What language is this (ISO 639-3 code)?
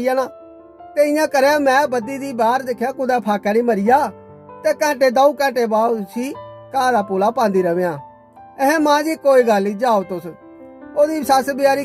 doi